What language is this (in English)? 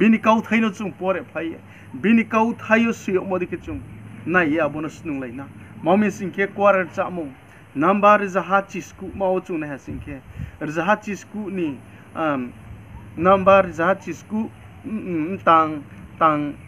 Riang (India)